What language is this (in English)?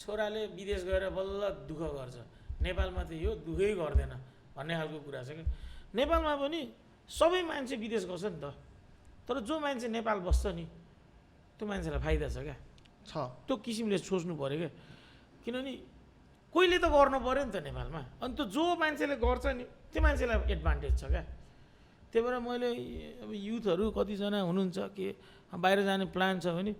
Nepali